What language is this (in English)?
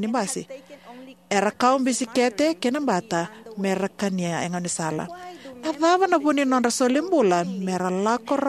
Fijian